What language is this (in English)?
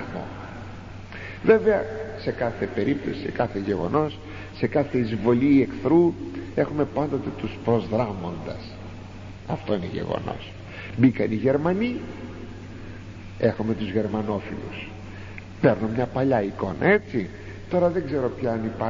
Greek